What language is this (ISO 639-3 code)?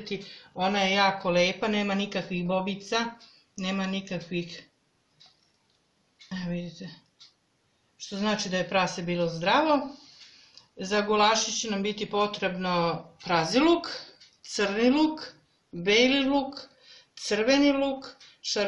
srp